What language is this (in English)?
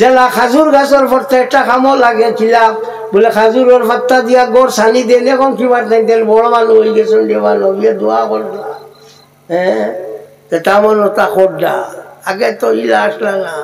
Sylheti